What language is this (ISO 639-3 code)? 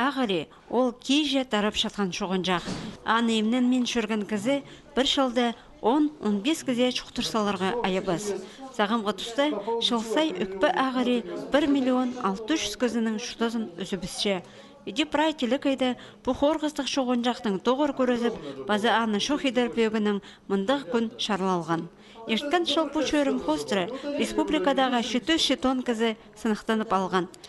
kjh